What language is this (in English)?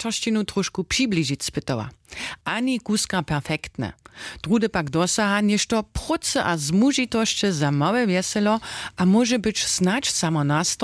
Upper Sorbian